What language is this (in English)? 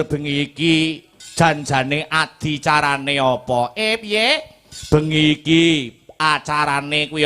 Javanese